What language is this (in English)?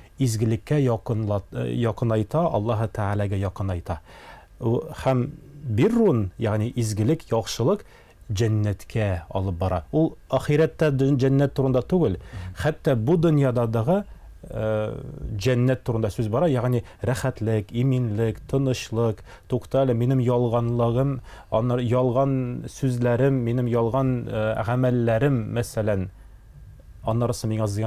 Tatar